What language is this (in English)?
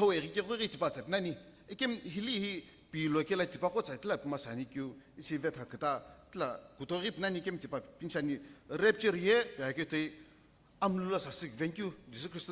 Sumi Naga